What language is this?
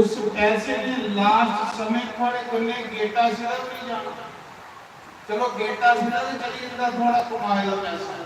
Dogri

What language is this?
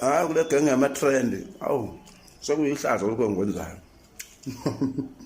Zulu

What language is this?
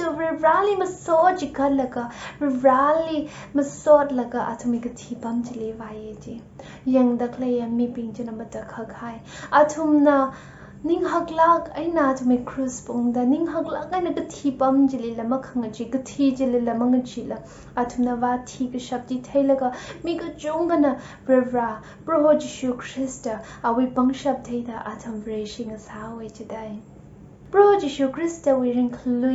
Tangkhul Naga (India)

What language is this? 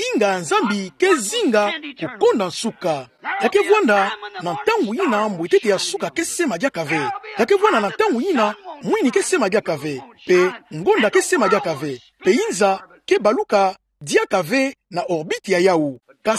Kituba (Democratic Republic of Congo)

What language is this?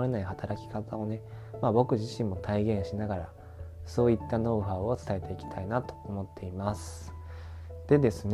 Japanese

